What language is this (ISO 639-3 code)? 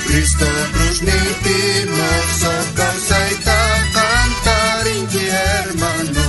quh